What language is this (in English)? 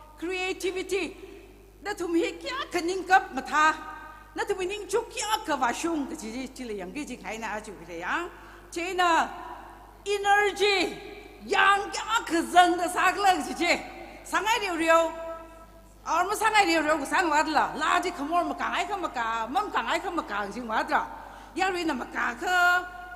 Tangkhul Naga (India)